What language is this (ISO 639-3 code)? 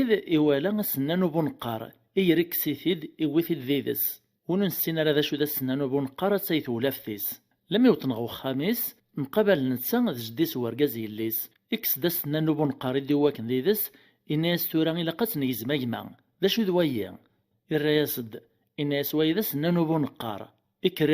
kab